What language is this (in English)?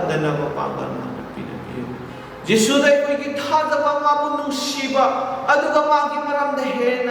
Manipuri